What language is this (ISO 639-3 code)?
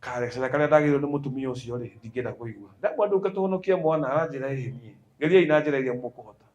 kik